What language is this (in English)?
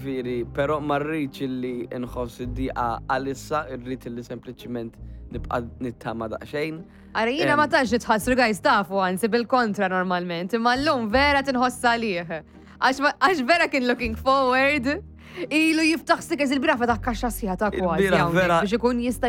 Maltese